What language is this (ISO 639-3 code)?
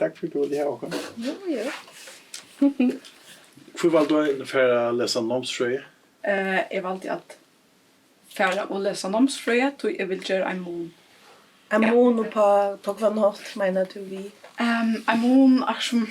fao